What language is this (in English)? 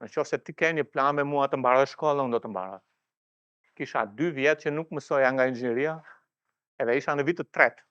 Albanian